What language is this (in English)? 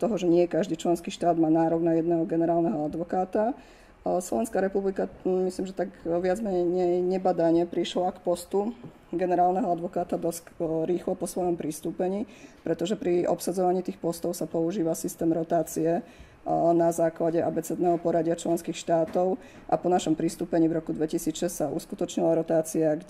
Slovak